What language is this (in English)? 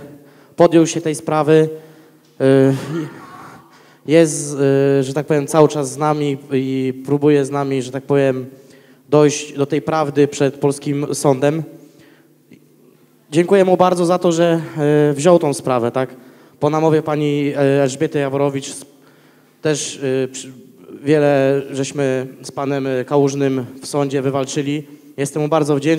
Polish